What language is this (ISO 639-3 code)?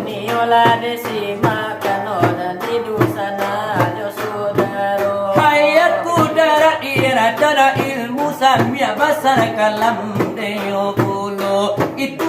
min